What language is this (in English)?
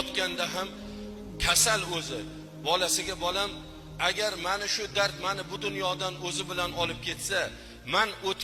Uzbek